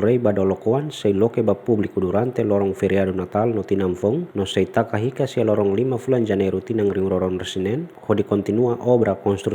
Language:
Tetum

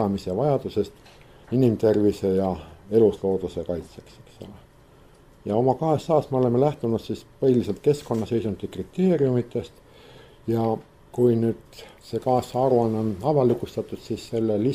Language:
Estonian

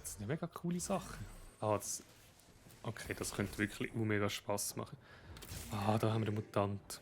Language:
Swiss German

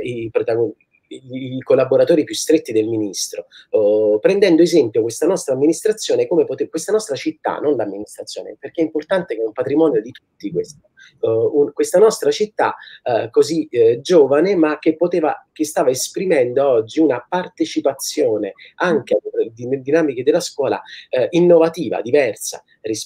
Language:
Italian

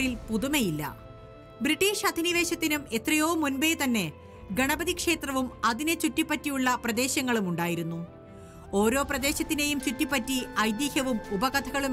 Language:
Malayalam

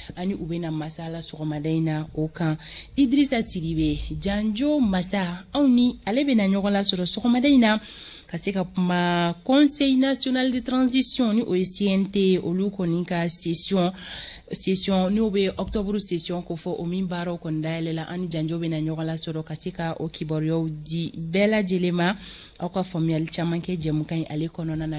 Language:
Bambara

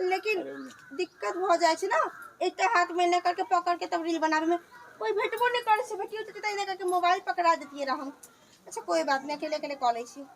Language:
Maithili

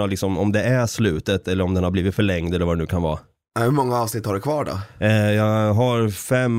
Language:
Swedish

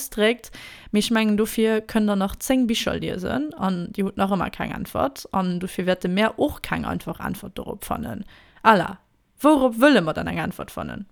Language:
Luxembourgish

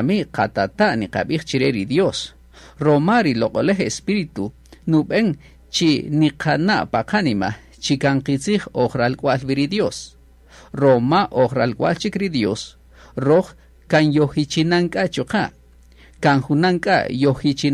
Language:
Kaqchikel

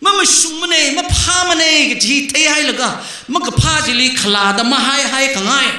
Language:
Tangkhul Naga (India)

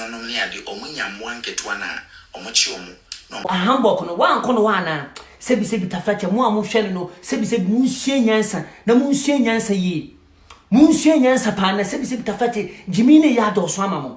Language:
Akan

